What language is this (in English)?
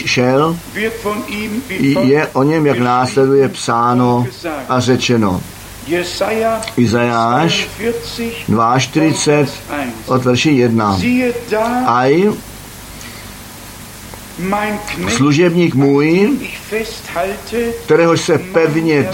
Czech